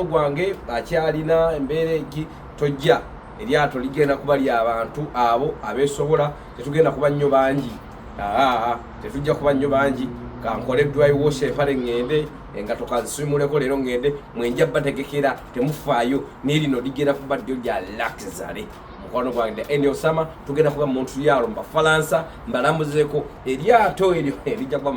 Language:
Ganda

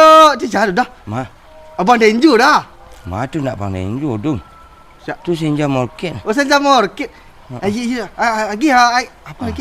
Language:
Minangkabau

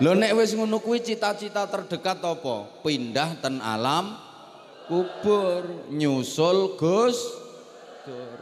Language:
Javanese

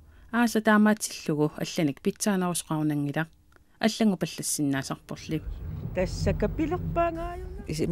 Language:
Kalaallisut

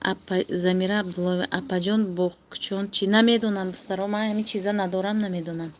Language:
Tajik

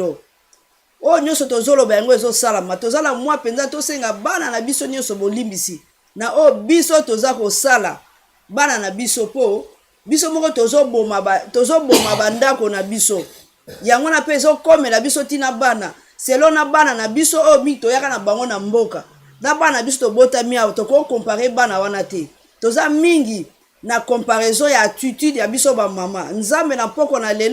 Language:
Lingala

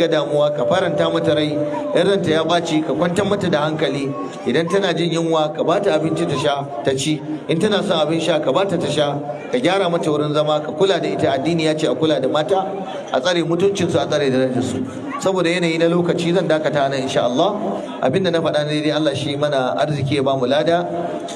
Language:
Hausa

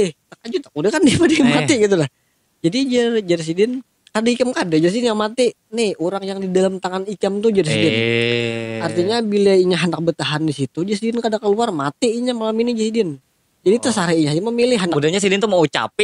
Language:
Banjar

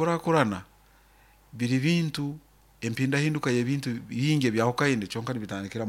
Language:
Nyoro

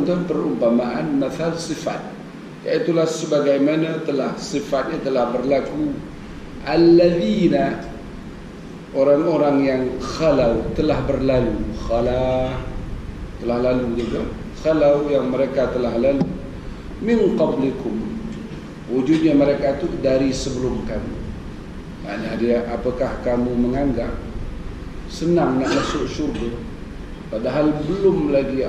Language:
Malay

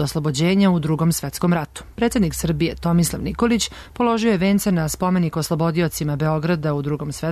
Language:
Serbian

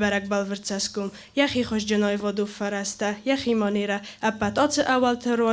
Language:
Ossetic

